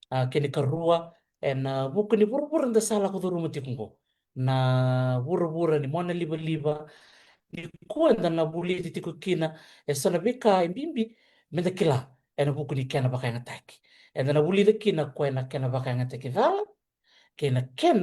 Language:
Fijian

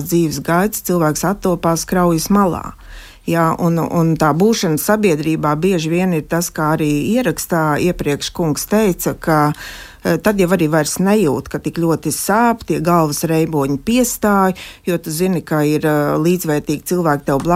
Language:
Latvian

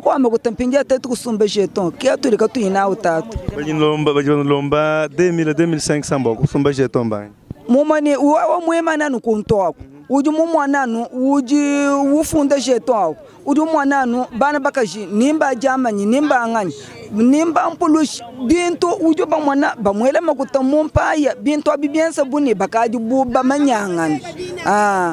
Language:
Luba-Lulua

